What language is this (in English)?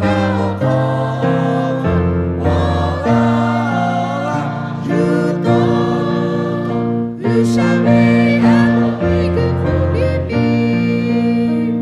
Lahu